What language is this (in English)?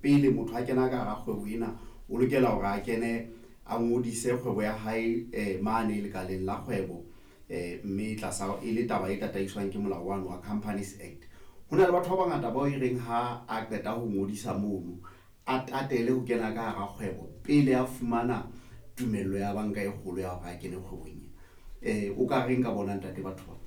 Southern Sotho